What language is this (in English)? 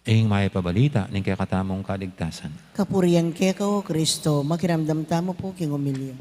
Pampanga